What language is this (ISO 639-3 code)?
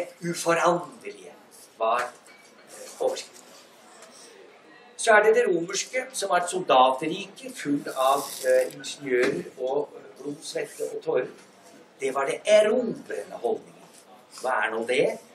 nor